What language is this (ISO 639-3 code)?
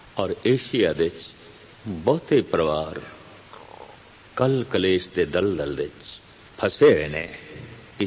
pan